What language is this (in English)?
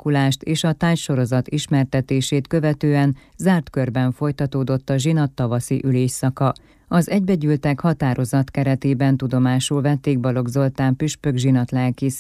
Hungarian